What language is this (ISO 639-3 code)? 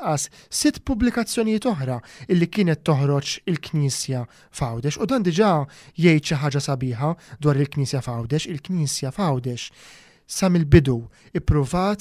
mlt